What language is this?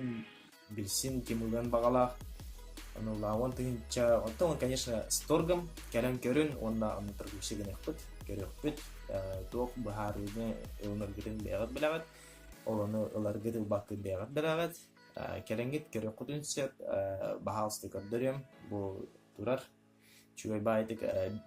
Yakut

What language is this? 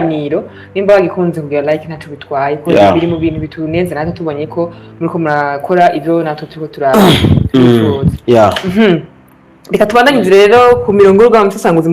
Rundi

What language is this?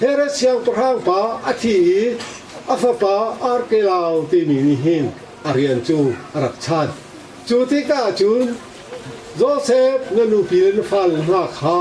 Hakha Chin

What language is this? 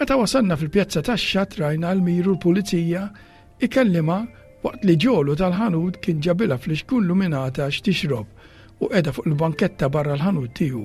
Maltese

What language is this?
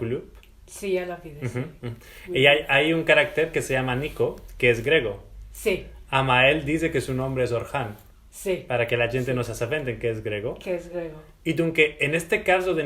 Ladino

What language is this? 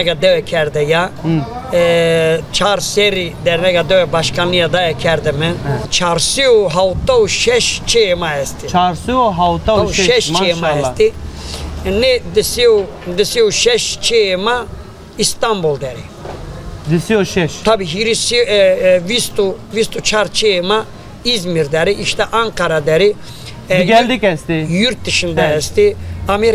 Zaza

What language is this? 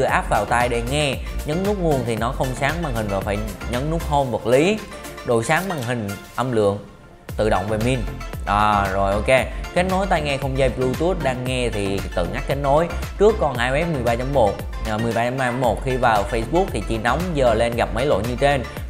Vietnamese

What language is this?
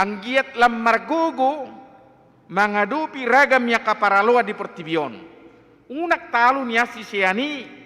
Batak Toba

